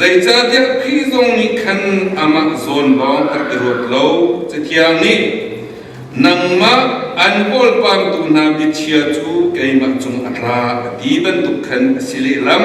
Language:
Hakha Chin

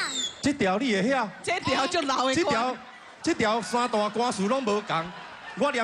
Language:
Min Nan Chinese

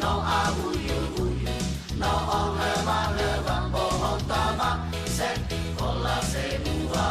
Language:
Nias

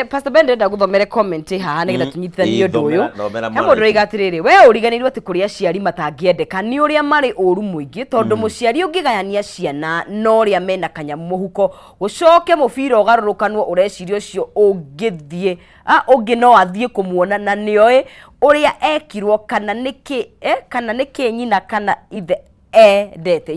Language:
Kikuyu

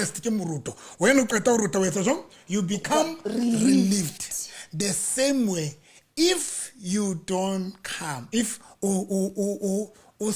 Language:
Southern Sotho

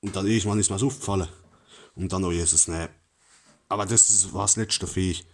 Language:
Palatine German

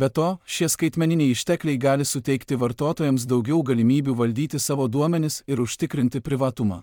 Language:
Lithuanian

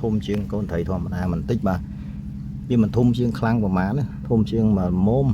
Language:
Khmer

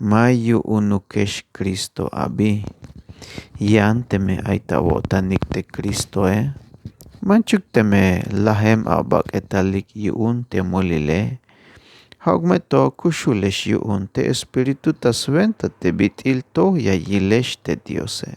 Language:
Tzeltal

